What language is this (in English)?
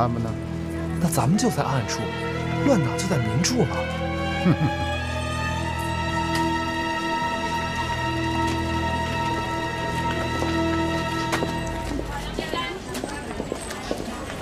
Chinese